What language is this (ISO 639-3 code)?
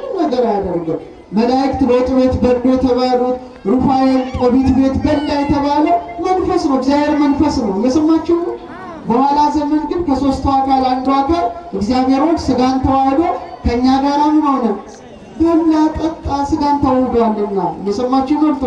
amh